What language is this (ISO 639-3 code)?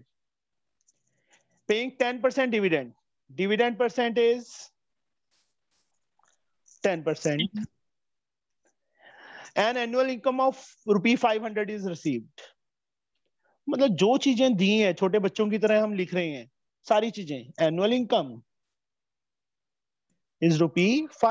hin